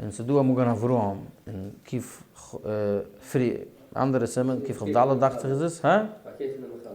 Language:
Yiddish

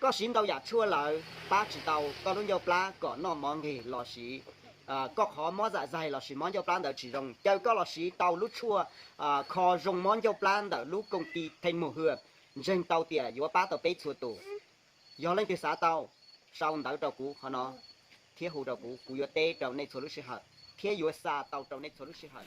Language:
Hmong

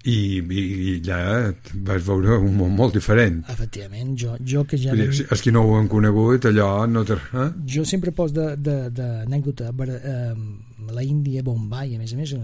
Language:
Catalan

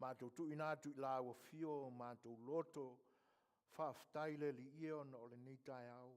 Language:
Samoan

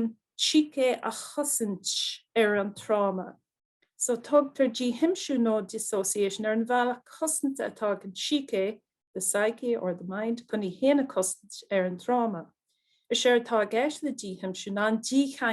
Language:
Irish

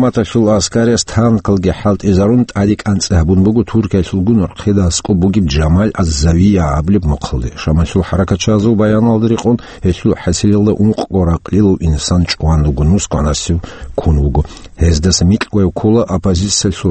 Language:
Avaric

